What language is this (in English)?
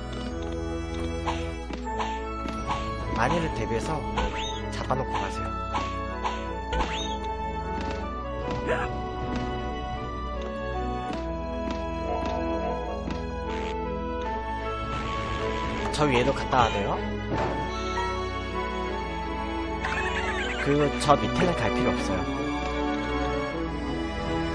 Korean